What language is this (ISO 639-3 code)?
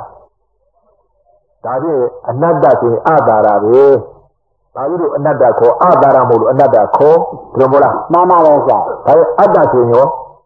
mya